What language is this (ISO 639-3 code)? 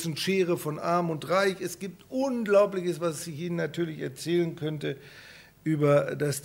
deu